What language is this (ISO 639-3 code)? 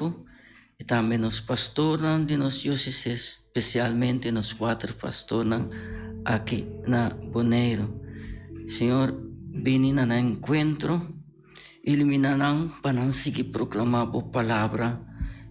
pap